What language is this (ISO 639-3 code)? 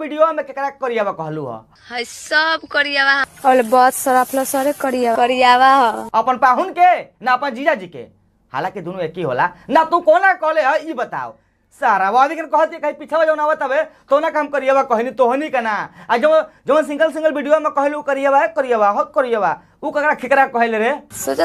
bho